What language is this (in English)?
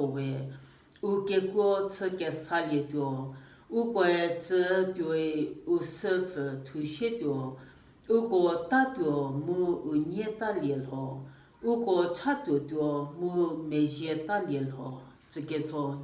Angami Naga